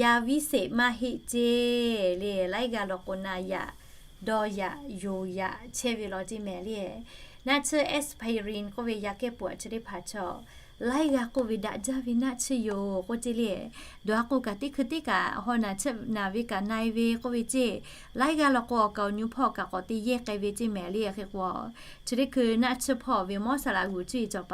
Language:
Lahu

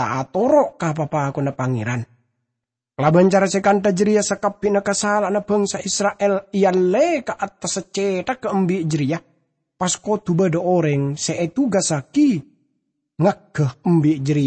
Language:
Madurese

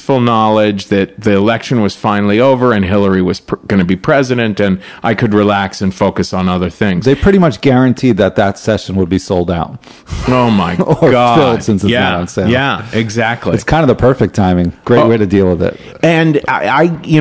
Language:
English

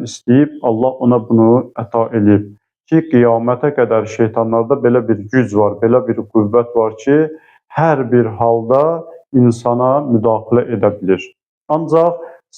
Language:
Azerbaijani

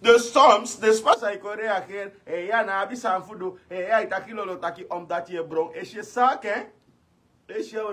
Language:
Sranan Tongo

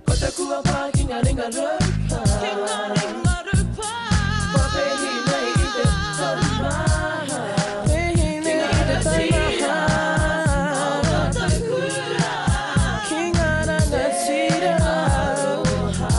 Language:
Māori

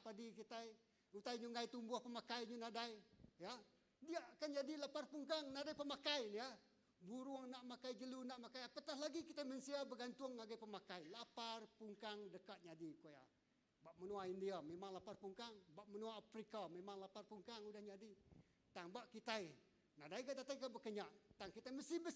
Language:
Iban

